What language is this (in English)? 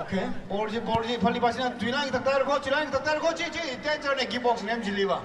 Tangkhul Naga (India)